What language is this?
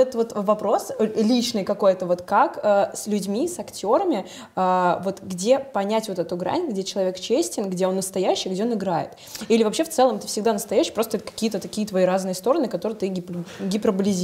Russian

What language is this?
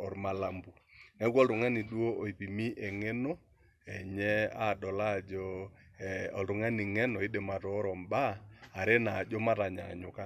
Masai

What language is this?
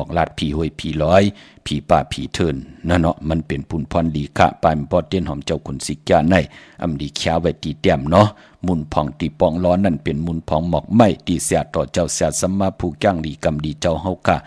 Shan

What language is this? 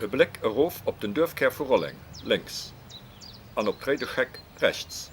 Luxembourgish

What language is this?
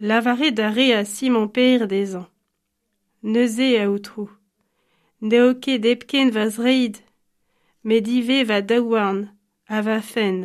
Breton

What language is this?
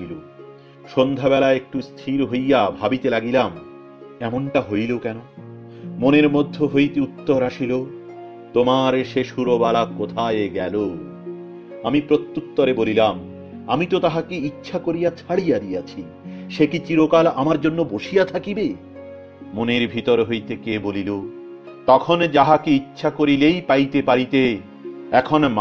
Bangla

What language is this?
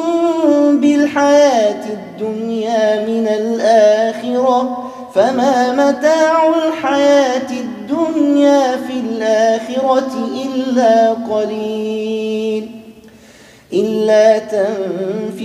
Arabic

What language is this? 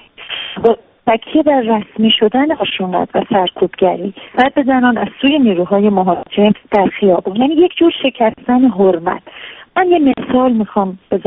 Persian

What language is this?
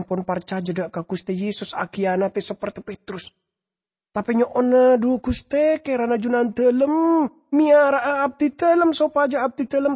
Madurese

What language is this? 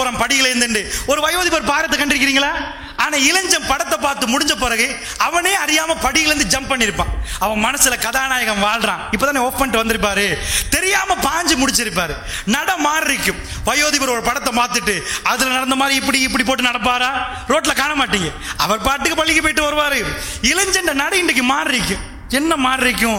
Tamil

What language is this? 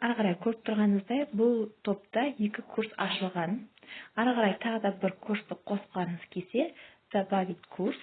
Kazakh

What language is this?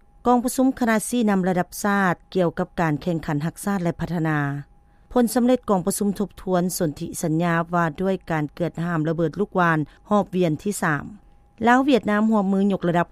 Lao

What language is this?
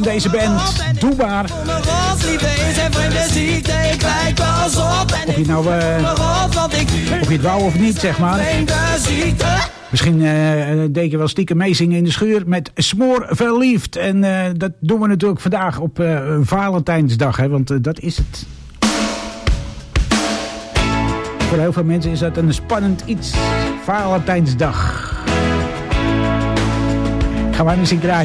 Dutch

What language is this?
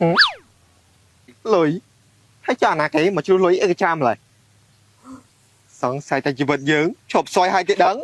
Khmer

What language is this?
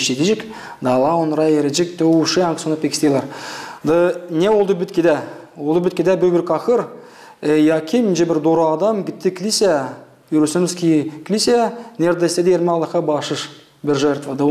Gagauz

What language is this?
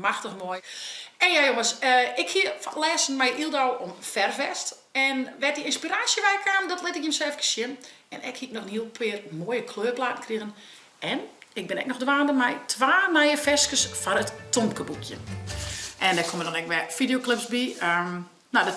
Western Frisian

